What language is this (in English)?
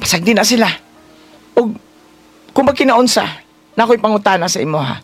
Cebuano